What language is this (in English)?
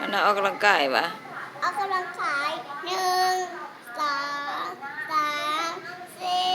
Lao